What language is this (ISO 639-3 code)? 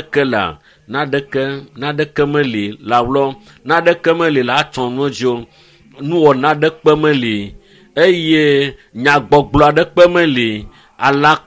ewe